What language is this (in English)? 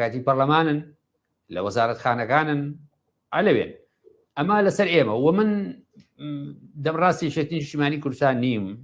Central Kurdish